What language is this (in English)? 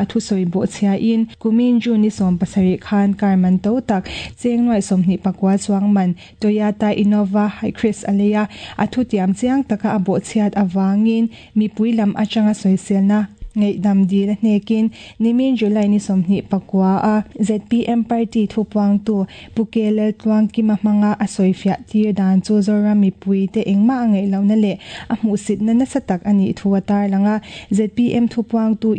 Mizo